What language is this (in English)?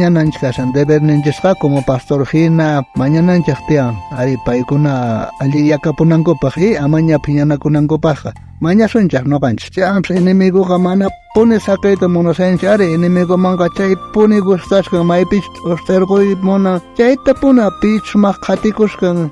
South Bolivian Quechua